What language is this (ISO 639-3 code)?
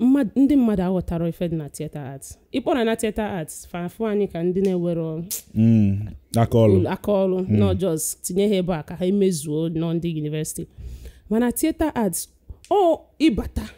ibo